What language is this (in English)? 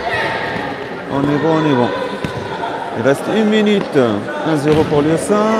French